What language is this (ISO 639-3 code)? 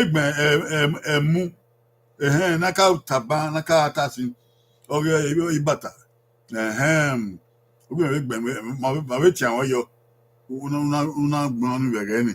bin